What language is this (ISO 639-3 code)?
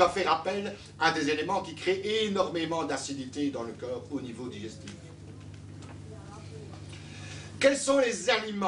fra